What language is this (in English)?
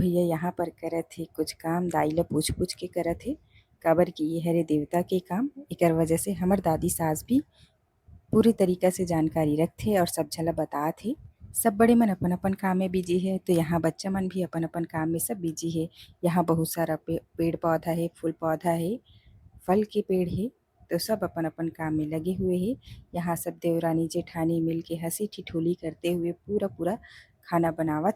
Chhattisgarhi